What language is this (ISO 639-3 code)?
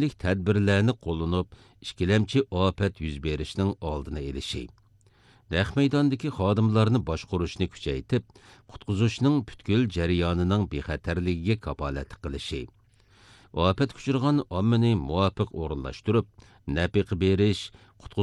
uig